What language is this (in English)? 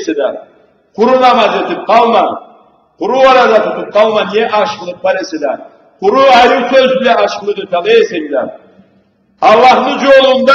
Karachay-Balkar